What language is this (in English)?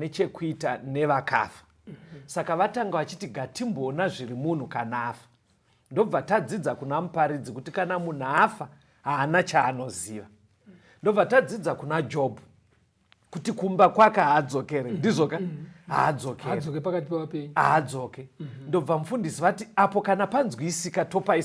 Shona